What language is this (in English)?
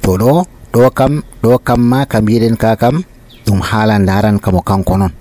Nigerian Fulfulde